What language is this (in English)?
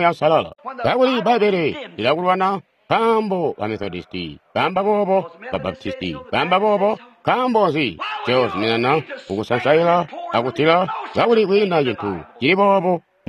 Tonga (Zambia)